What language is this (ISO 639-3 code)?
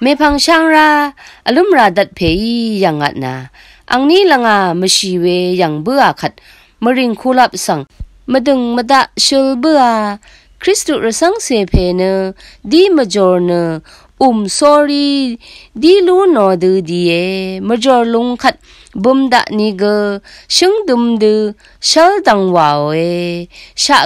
raw